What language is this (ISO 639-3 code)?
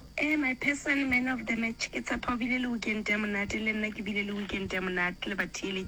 nso